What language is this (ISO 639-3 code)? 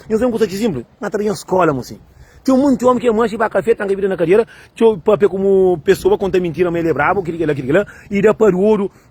kea